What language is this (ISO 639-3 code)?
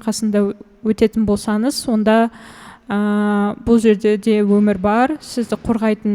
kaz